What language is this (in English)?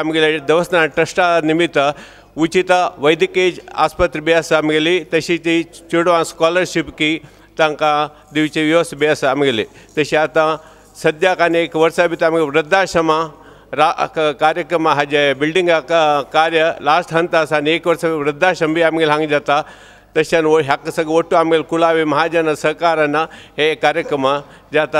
Konkani